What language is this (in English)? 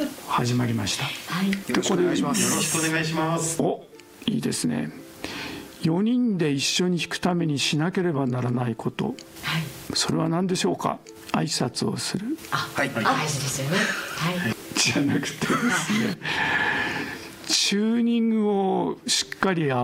Japanese